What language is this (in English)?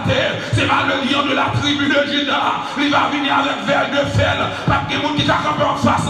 Haitian Creole